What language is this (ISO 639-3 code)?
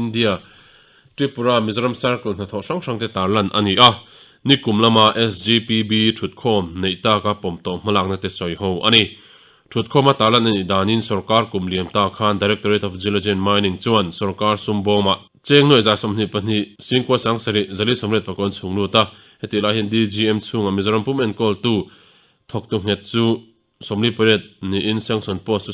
lus